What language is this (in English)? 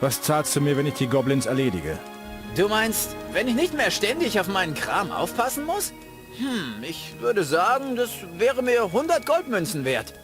Bavarian